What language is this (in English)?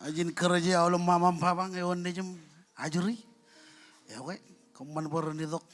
Marshallese